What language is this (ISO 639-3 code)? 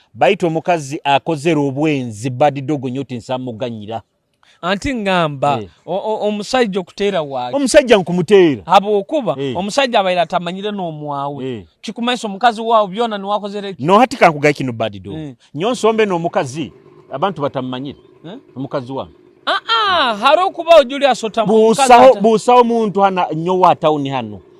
nyo